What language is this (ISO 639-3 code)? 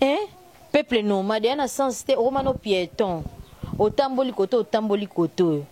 lin